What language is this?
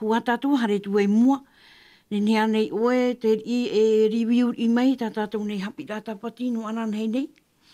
Tahitian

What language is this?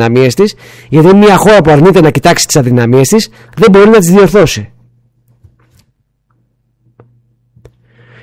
Greek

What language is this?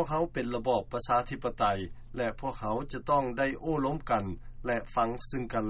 Lao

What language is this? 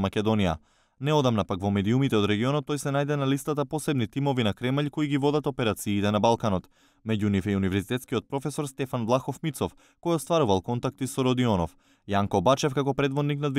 Macedonian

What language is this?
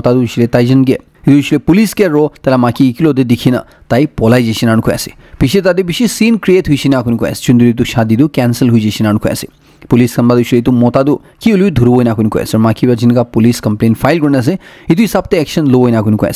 Naga Pidgin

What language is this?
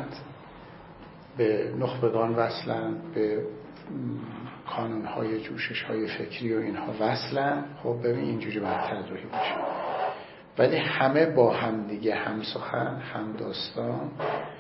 Persian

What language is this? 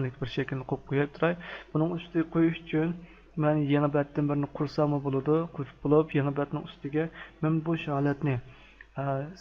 Uyghur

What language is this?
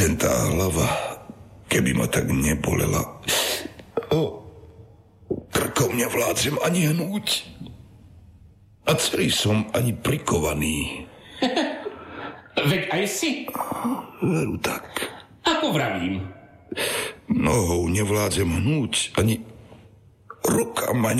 Slovak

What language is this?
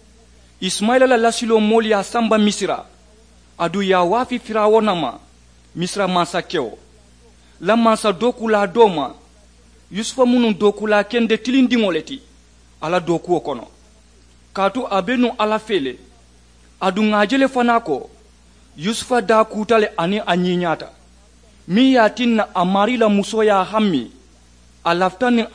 Mandingo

